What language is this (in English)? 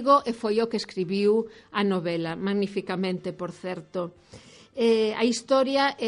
Galician